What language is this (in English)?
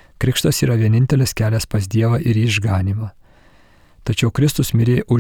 Lithuanian